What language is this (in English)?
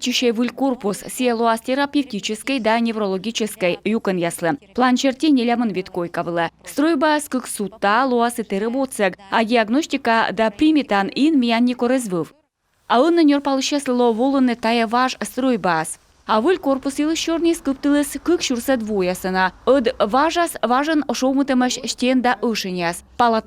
Komi